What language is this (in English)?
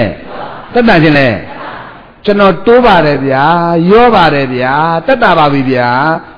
Burmese